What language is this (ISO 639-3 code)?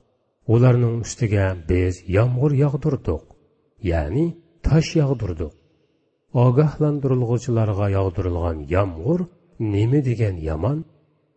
uig